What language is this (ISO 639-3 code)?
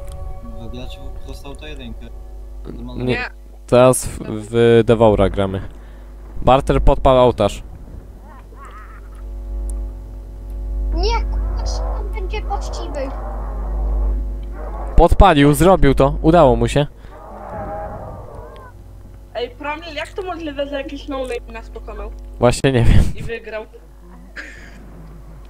pol